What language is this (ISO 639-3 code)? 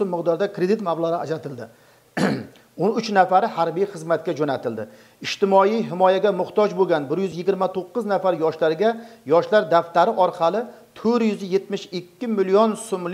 uzb